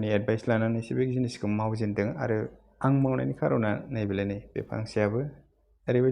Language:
Bodo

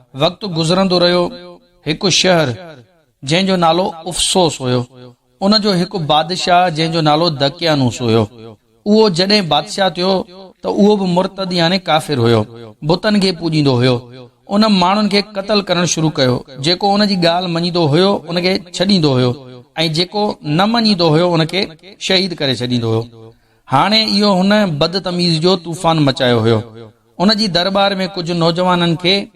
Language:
Sindhi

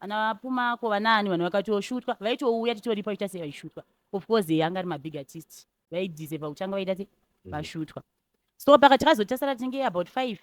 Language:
Shona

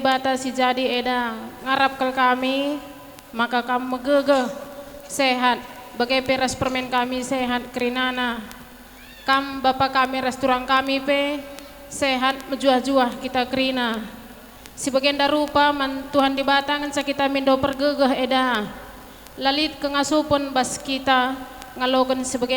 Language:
Batak Karo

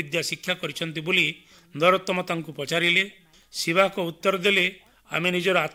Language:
Odia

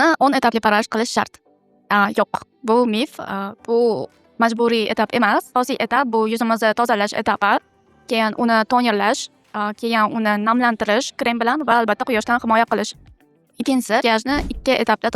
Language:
Uzbek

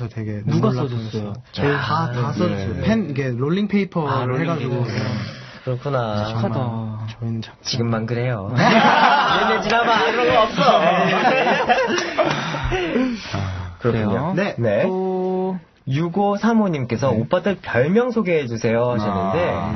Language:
Korean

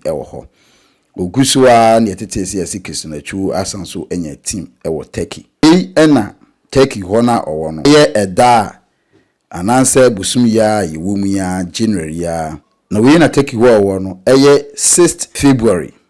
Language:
Akan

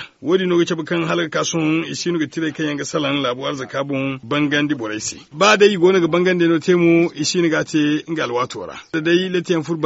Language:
Zarma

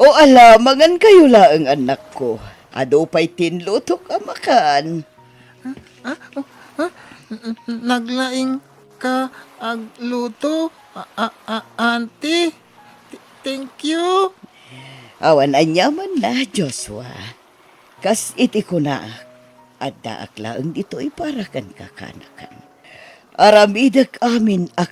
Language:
Iloko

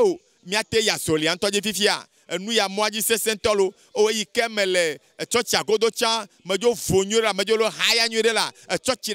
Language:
Ewe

